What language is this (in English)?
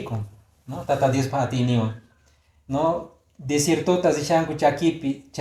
Quechua